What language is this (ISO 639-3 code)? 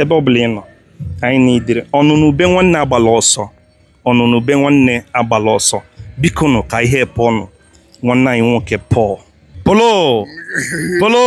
ibo